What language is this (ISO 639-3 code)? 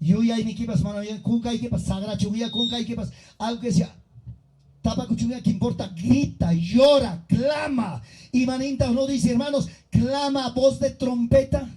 quy